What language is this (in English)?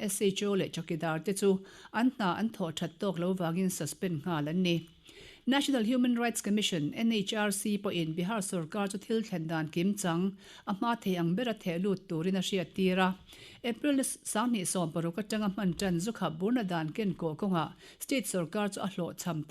Mizo